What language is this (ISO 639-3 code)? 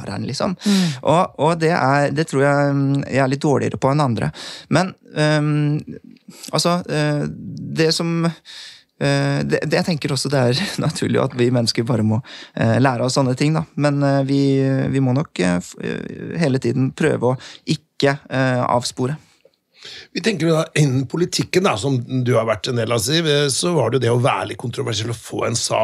nor